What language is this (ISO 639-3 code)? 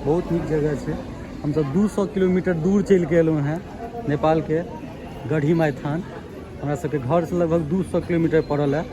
mai